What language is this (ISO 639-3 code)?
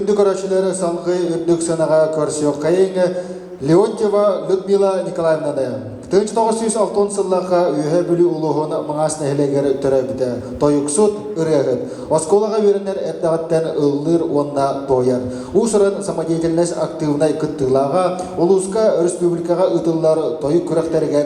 sah